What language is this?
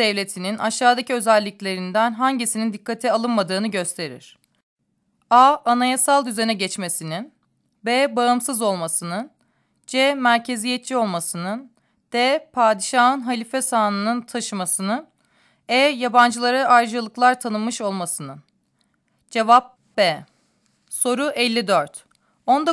Turkish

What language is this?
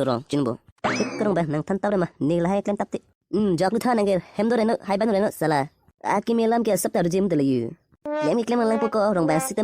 Karbi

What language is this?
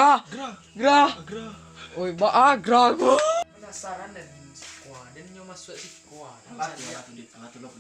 Minangkabau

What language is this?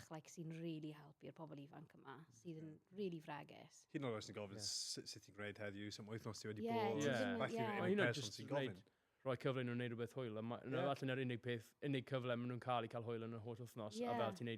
Welsh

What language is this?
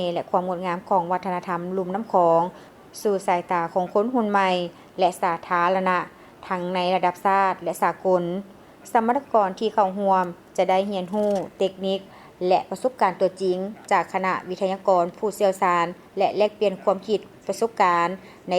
Lao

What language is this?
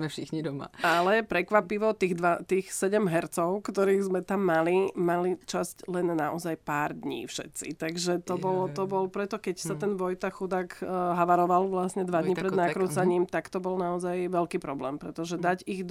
Slovak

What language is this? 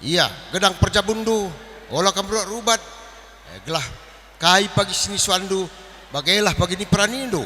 Batak Karo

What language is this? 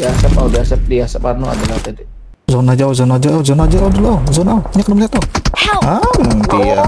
Banjar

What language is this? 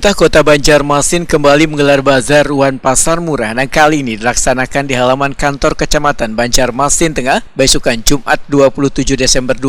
Banjar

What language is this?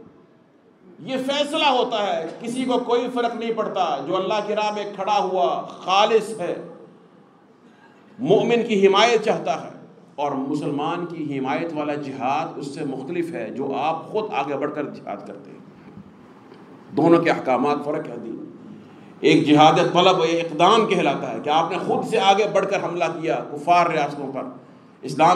Urdu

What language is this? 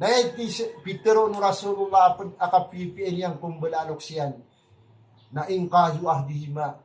Maranao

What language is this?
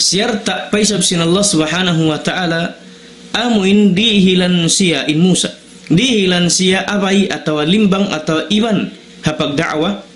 Tausug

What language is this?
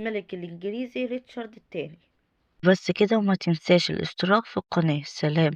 Egyptian Arabic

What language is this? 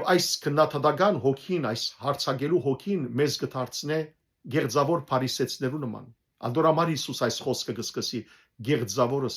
Western Armenian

